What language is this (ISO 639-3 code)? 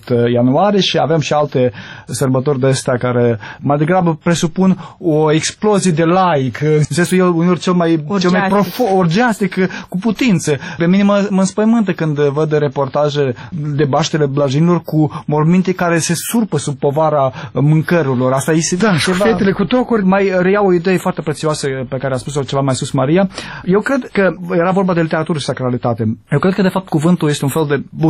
ron